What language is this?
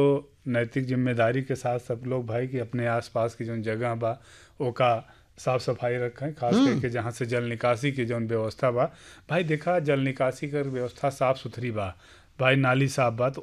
Bhojpuri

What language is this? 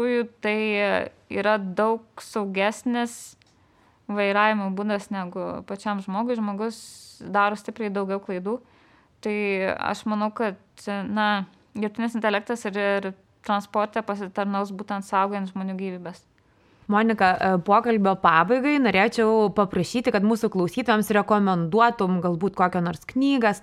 Lithuanian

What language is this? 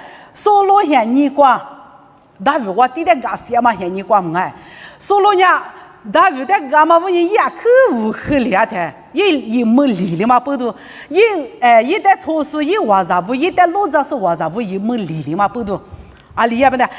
Lisu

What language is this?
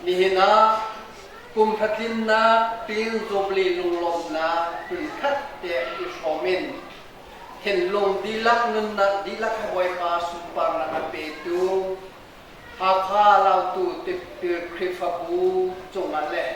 Hakha Chin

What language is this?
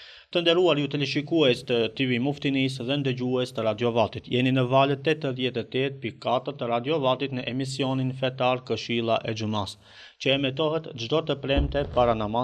Albanian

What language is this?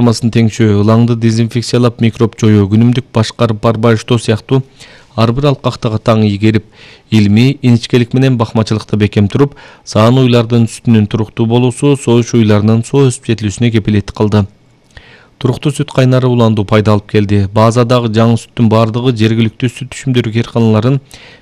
Kyrgyz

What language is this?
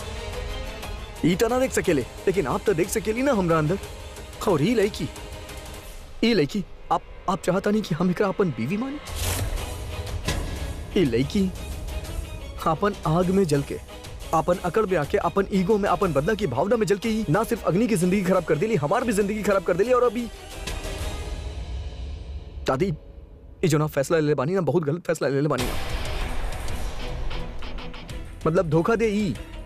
Bhojpuri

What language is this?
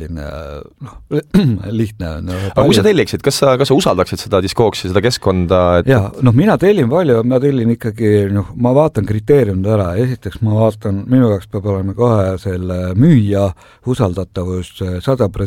Estonian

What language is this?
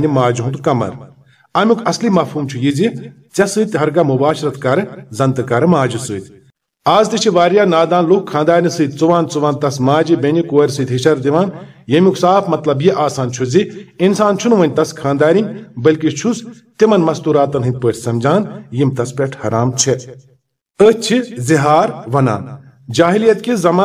Kashmiri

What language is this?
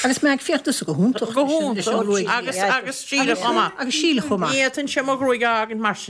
Irish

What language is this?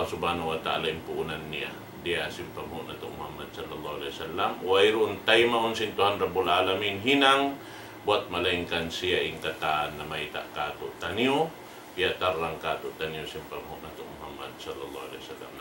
Tausug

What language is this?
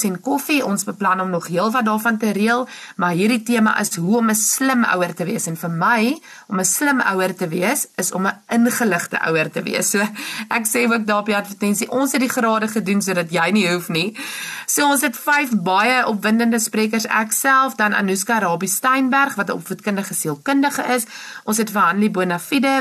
Afrikaans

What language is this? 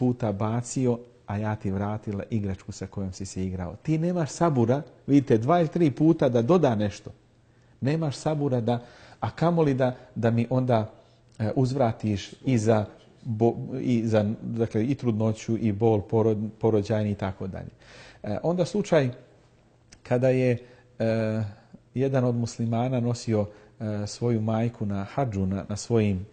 Bosnian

